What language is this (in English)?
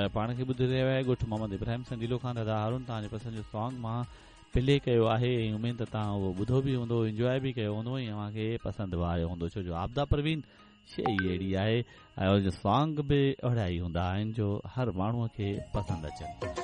Sindhi